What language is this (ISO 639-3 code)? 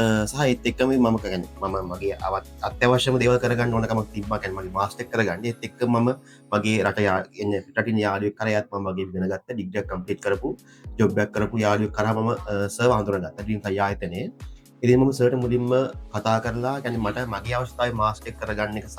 sin